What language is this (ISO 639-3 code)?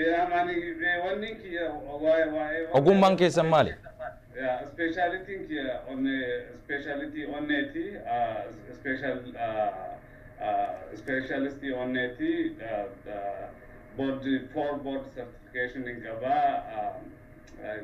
orm